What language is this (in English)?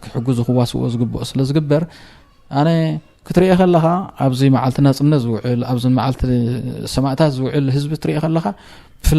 Tigrinya